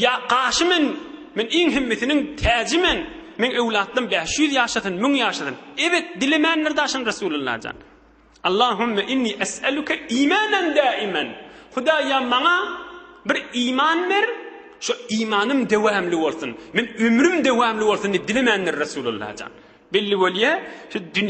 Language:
Turkmen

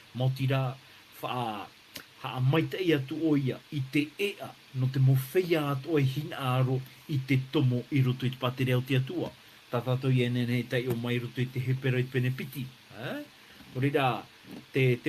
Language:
Tahitian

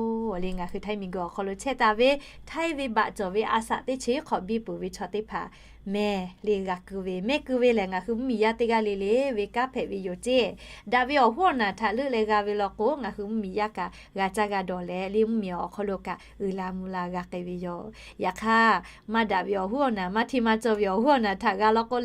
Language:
Lahu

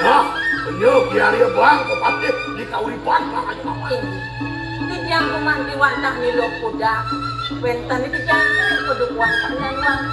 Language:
Balinese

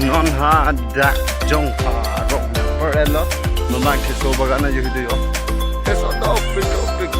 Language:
Karbi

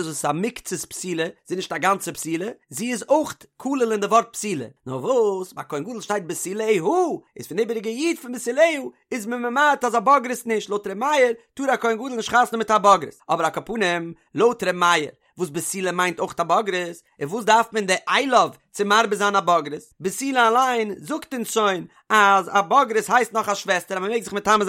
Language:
Yiddish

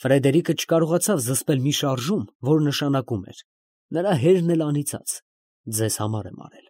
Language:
Armenian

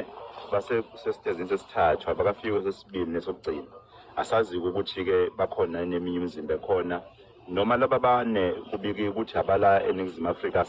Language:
Zulu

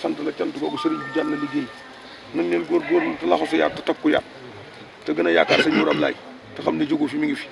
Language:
Wolof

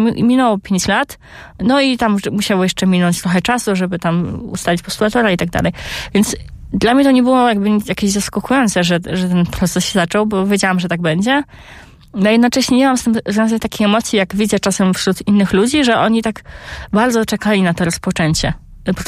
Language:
Polish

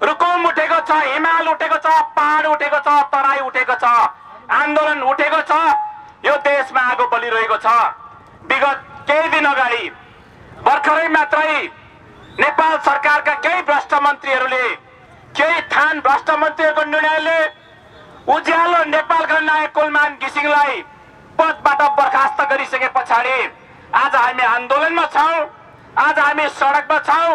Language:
Nepali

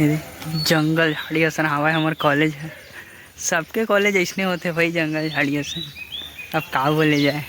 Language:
Chhattisgarhi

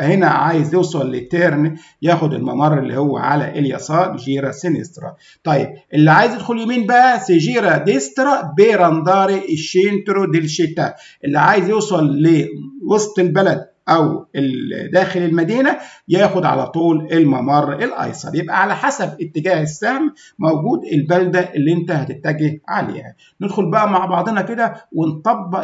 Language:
Egyptian Arabic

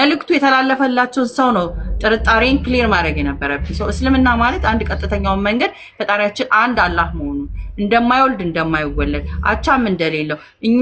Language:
Amharic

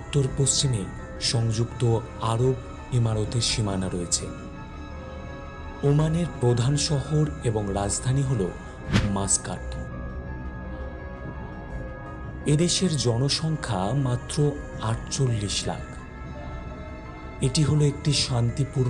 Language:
Bangla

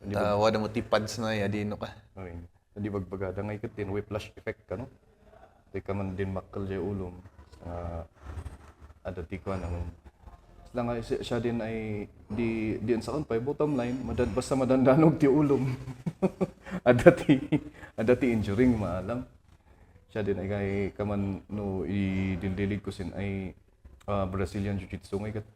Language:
Kankanaey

